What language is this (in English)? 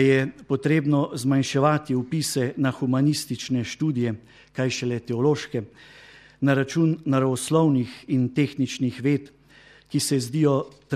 Slovenian